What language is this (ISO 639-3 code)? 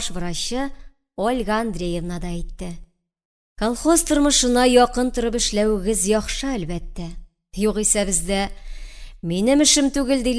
tat